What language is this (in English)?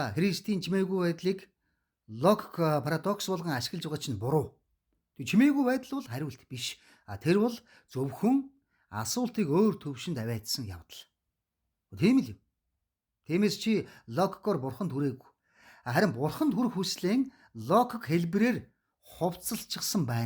Mongolian